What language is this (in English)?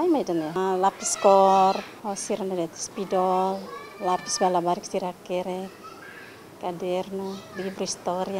Tetum